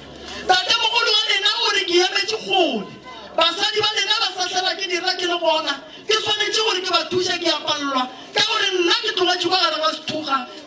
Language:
Northern Sotho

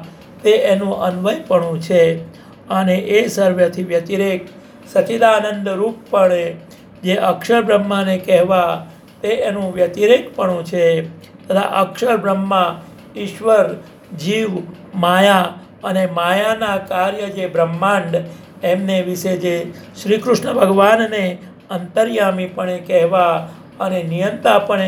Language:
Gujarati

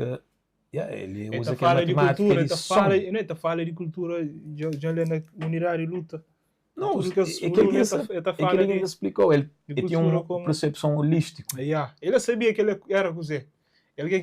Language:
Kabuverdianu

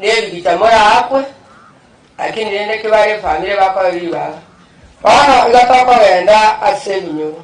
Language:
Gusii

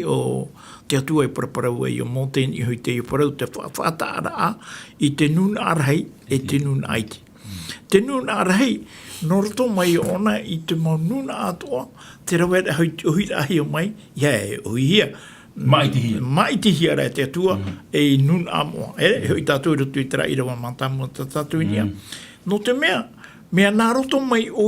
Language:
Tahitian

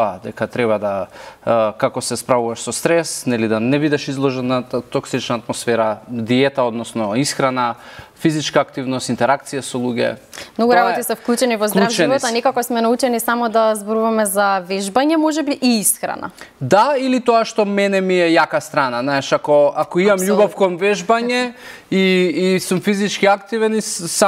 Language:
Macedonian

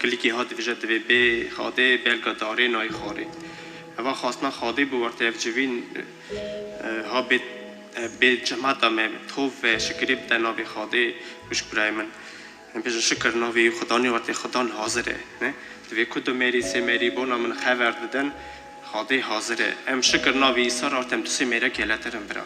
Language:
Kurdish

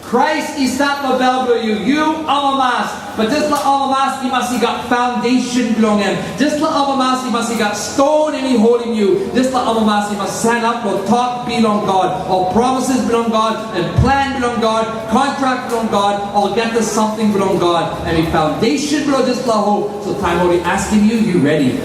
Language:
Tok Pisin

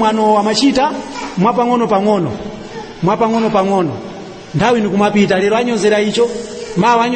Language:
Nyanja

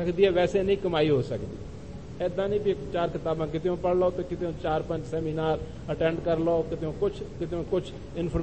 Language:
Punjabi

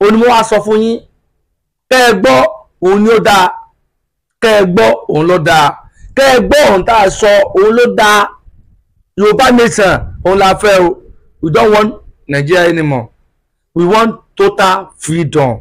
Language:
Yoruba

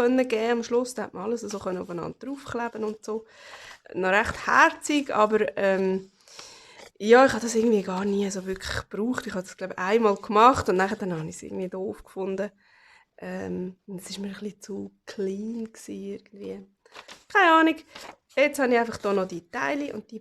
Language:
Swiss German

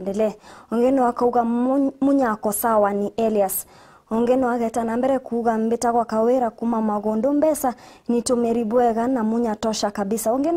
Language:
Meru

